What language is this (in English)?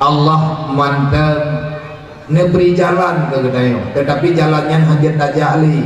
Achinese